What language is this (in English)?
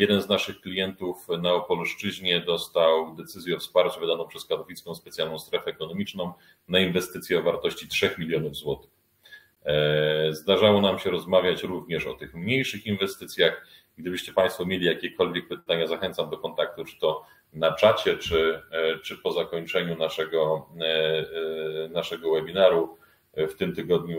Polish